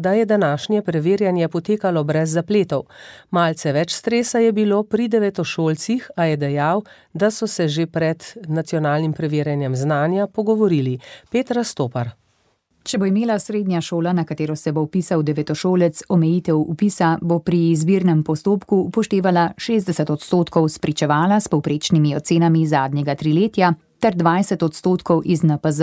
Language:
Slovenian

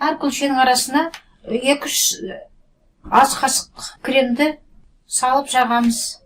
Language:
Kazakh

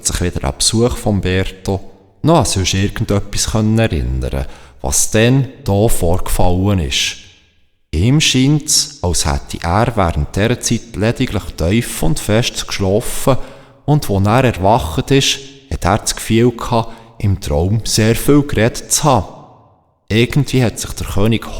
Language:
Swiss German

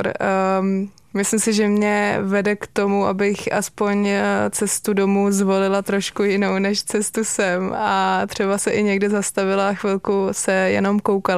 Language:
Czech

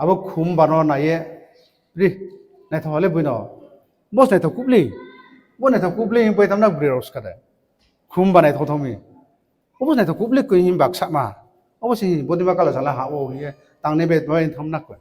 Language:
Riang (India)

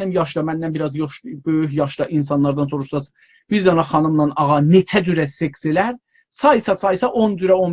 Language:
South Azerbaijani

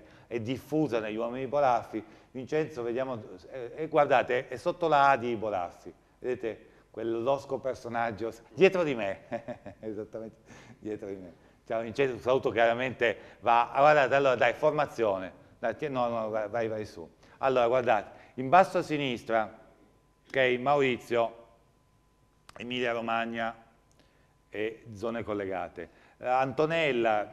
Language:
Italian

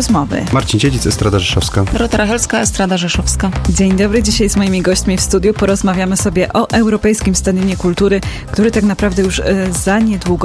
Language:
Polish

